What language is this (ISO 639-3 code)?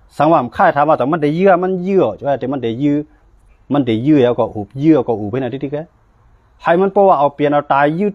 shn